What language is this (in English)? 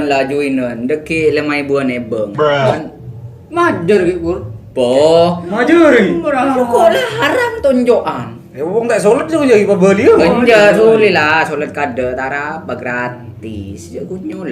Madurese